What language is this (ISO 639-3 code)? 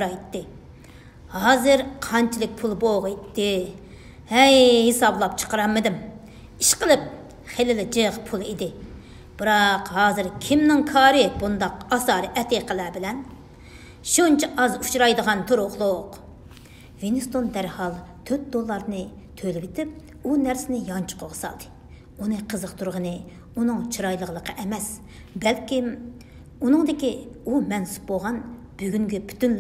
uig